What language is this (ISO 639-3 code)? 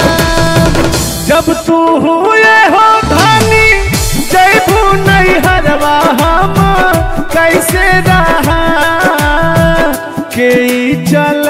bho